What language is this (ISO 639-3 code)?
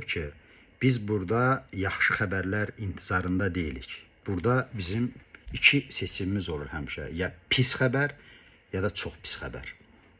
aze